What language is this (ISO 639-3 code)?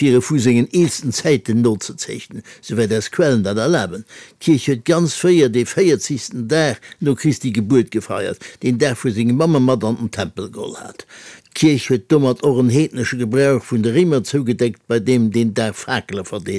ltz